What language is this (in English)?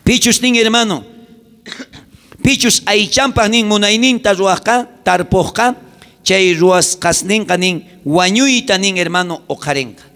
South Bolivian Quechua